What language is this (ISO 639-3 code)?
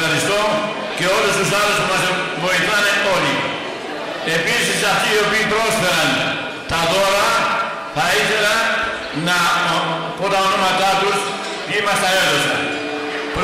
ell